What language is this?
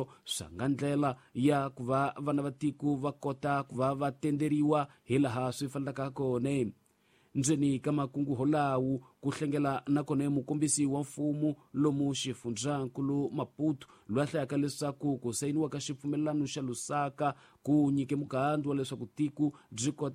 Tsonga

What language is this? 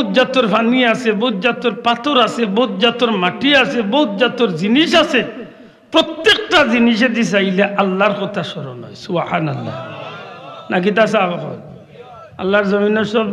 Sylheti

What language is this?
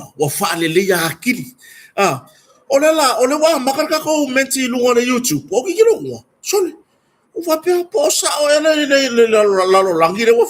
Samoan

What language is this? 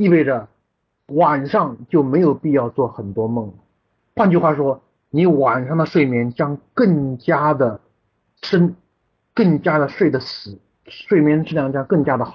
Chinese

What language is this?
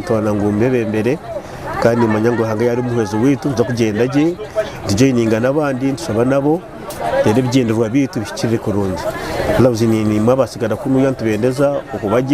Nyankole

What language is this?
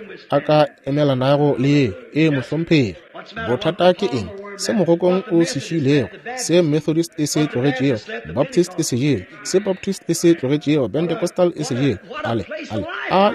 Northern Sotho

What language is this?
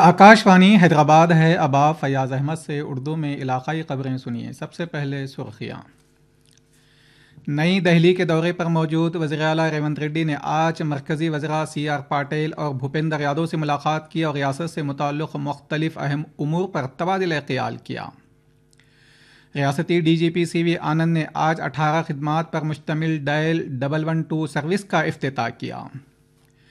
Urdu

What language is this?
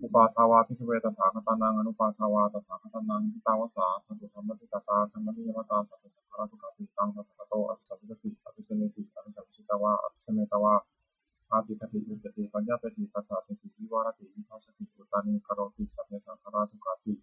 Pali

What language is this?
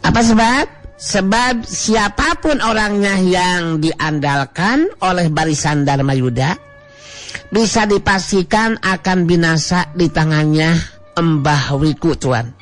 Sundanese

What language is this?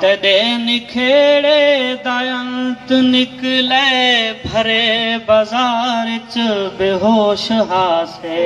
Saraiki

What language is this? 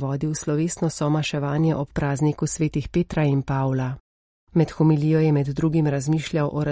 Slovenian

